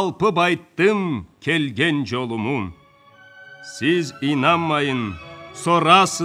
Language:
Karachay-Balkar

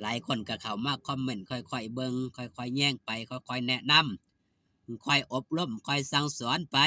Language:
Northeastern Thai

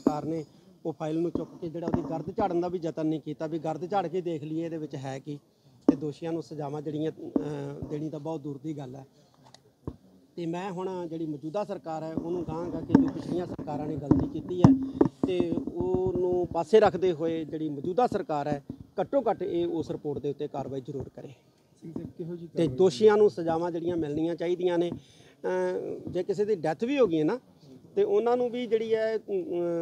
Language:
Punjabi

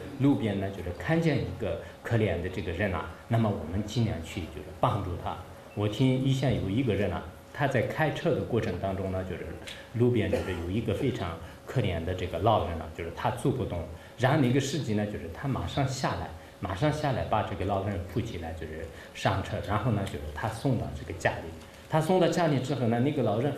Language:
Chinese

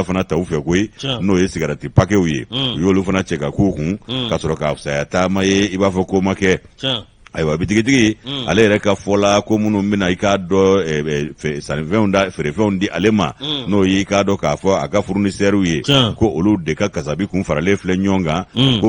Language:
Bambara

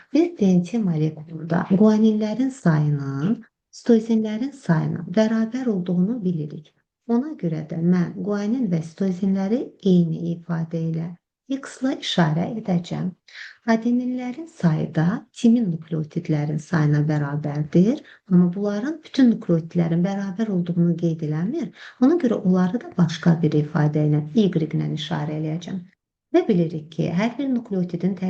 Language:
Azerbaijani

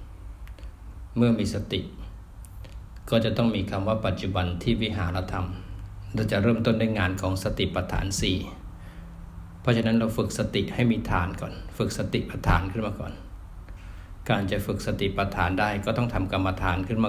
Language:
Thai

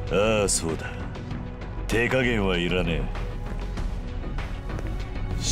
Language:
Japanese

